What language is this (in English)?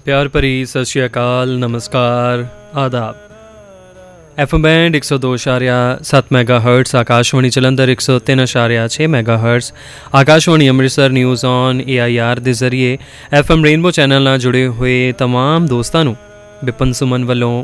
Punjabi